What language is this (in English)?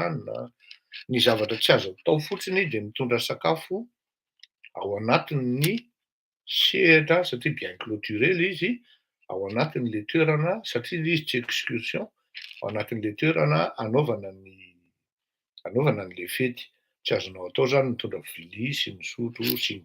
Malagasy